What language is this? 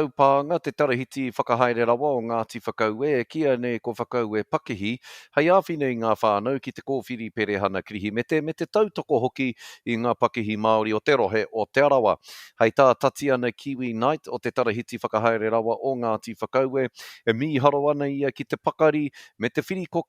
Māori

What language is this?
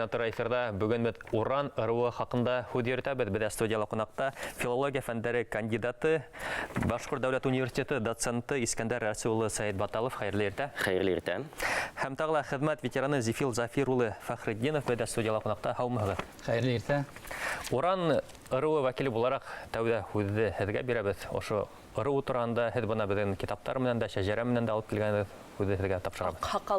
Bashkir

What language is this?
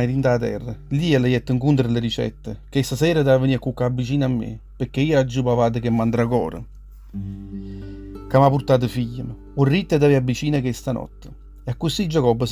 Neapolitan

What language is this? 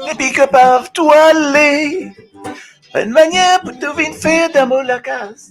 Morisyen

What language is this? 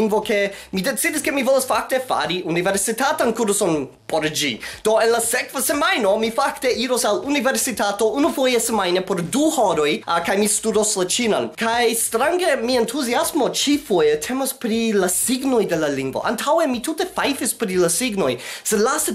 Esperanto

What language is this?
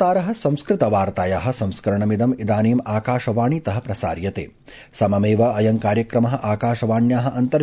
Sanskrit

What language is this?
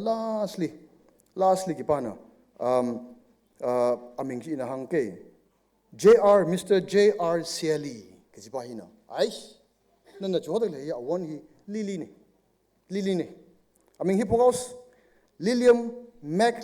Tangkhul Naga (India)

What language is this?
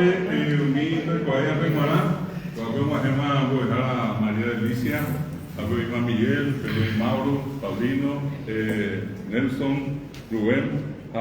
Guarani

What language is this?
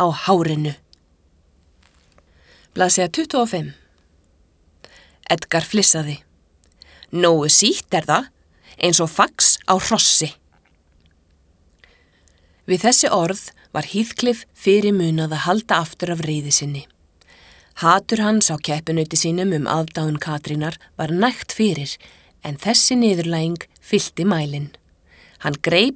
Icelandic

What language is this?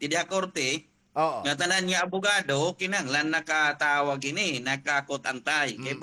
Waray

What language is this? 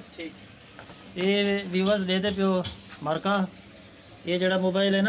Saraiki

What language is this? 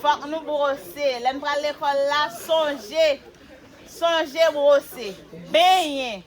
Haitian Creole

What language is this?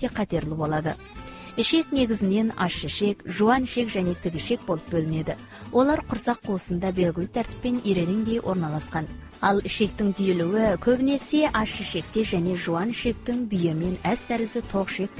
Kazakh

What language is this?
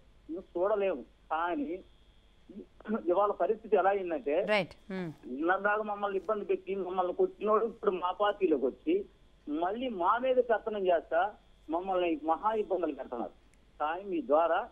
Telugu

